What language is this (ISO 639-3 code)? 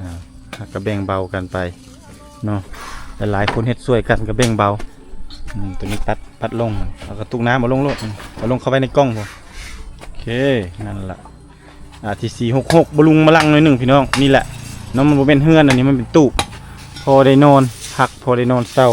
lao